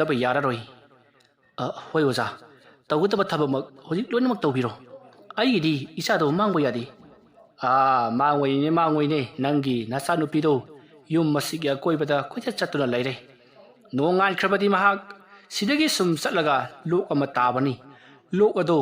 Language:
Manipuri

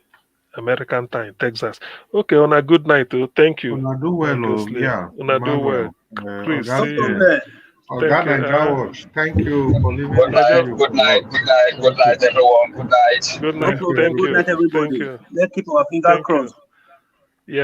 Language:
Nigerian Pidgin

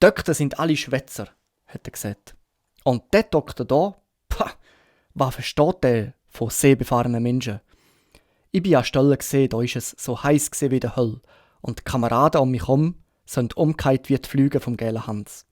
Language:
Swiss German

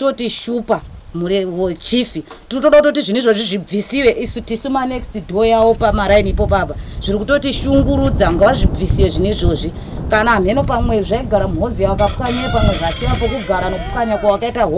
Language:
Shona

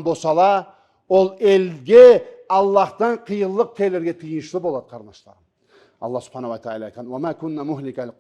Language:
Karachay-Balkar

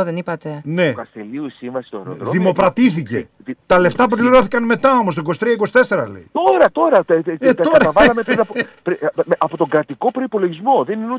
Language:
Greek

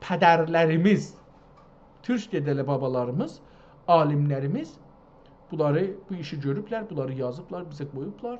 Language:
South Azerbaijani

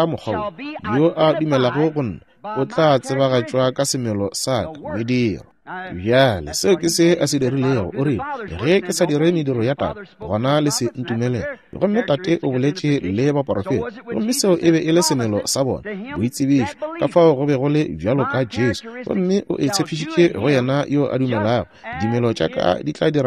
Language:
Northern Sotho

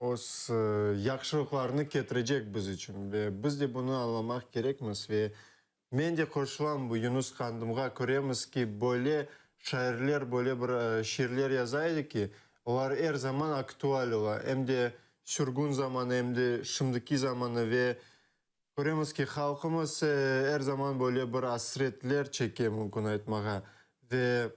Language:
Crimean Tatar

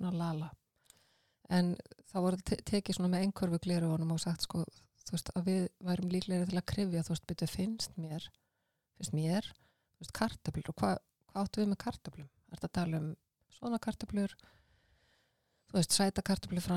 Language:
Icelandic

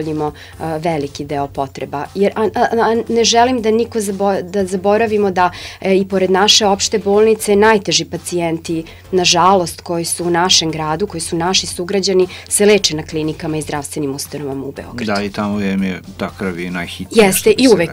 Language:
Serbian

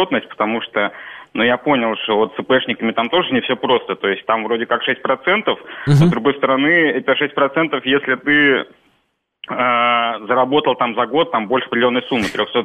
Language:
Russian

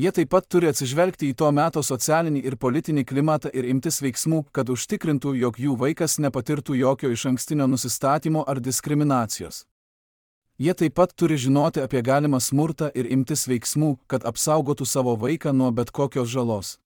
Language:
Lithuanian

